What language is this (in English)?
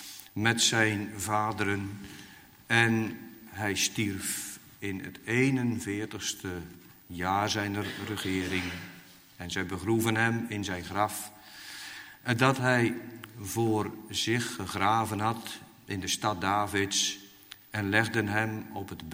Dutch